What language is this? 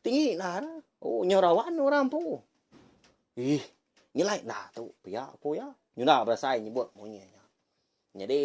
Iban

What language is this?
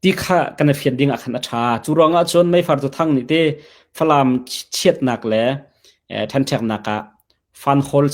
Hakha Chin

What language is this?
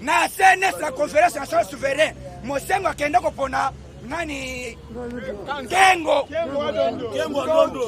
Lingala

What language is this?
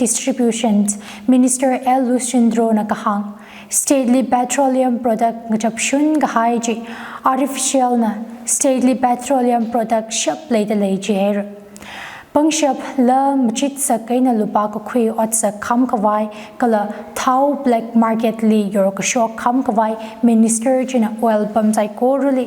Tangkhul Naga (India)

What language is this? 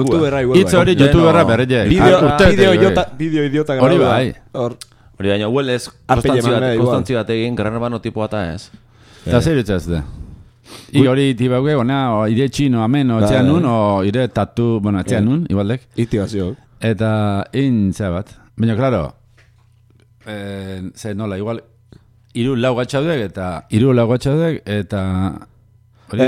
Basque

